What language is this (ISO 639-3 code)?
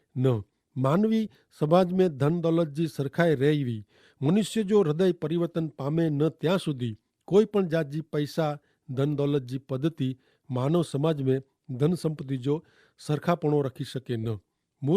kfr